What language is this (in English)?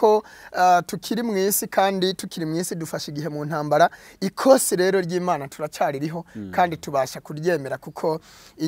Kinyarwanda